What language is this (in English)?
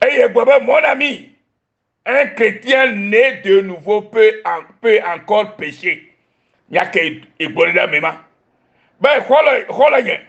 Ewe